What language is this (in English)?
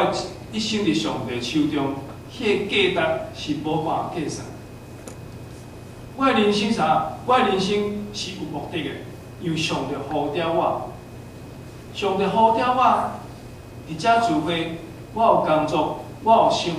Min Nan Chinese